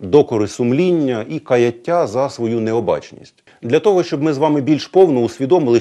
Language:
Ukrainian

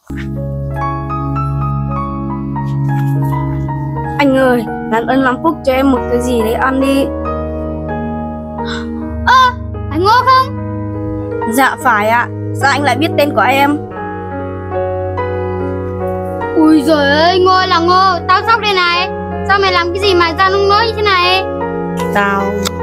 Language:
Vietnamese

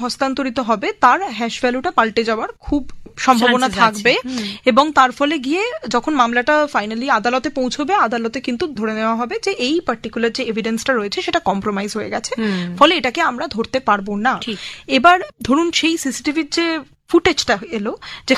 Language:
Bangla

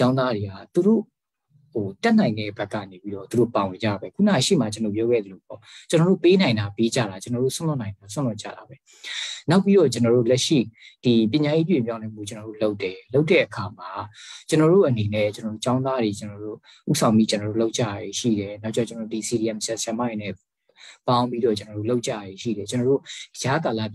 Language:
Burmese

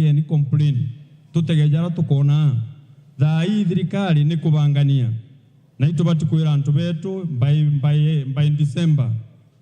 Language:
Meru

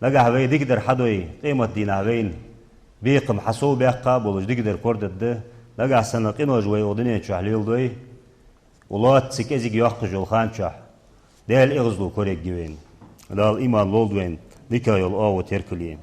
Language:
Ingush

